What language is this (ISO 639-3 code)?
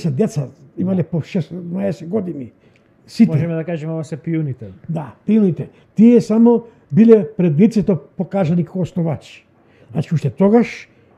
mkd